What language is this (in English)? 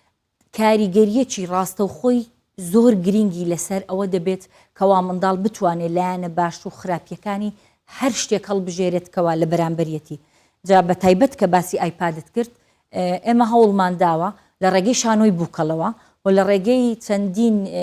Central Kurdish